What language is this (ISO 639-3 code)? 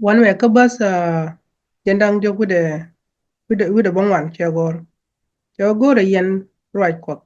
nus